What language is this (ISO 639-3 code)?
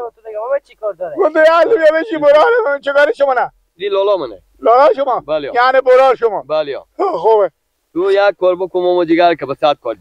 fas